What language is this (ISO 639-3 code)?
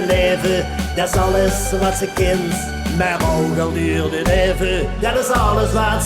lim